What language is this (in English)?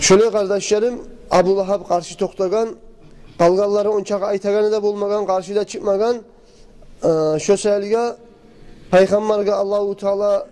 Kumyk